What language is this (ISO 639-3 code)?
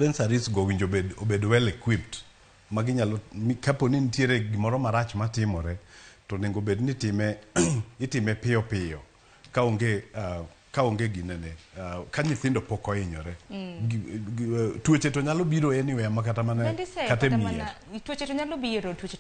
luo